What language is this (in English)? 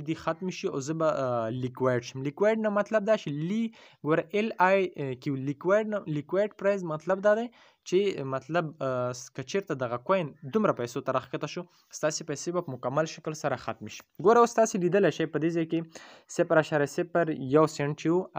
Pashto